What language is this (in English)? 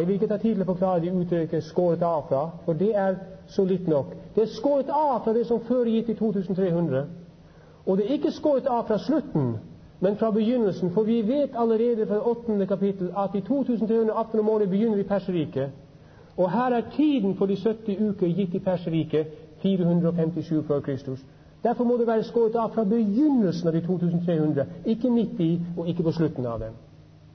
Norwegian